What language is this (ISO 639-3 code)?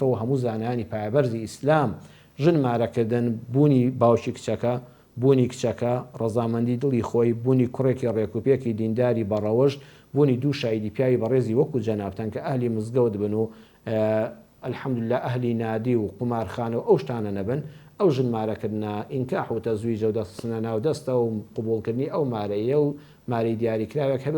ckb